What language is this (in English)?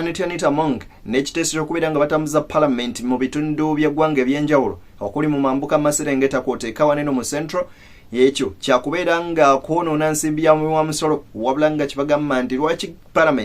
Ganda